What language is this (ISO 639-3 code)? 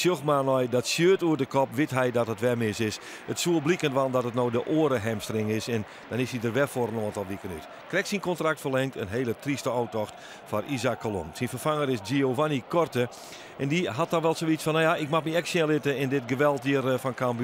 fry